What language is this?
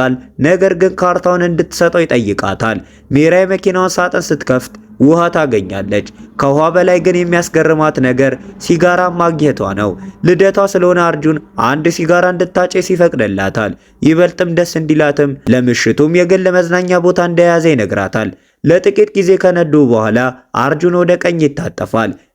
Amharic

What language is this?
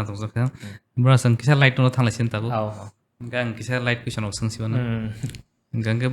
Kok Borok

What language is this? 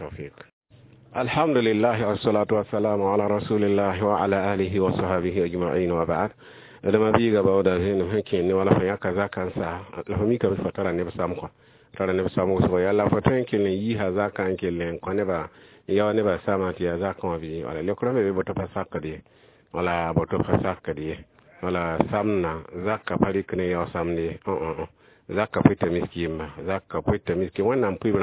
Mossi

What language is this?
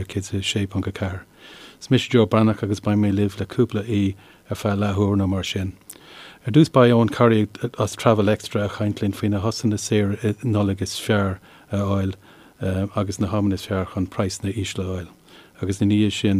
Irish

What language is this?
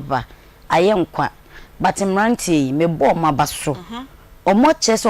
Akan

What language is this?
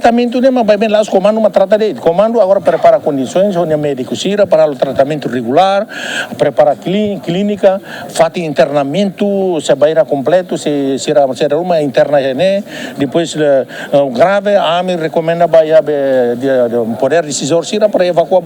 Tetum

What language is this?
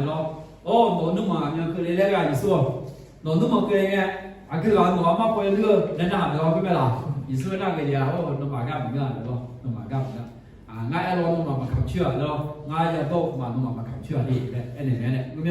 Akha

